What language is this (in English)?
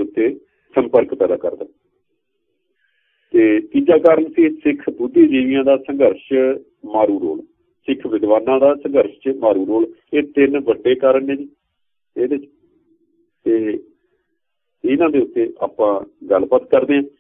Punjabi